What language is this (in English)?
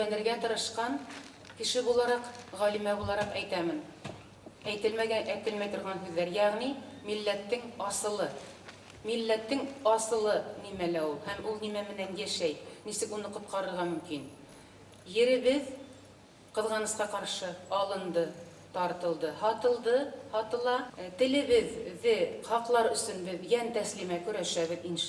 Bashkir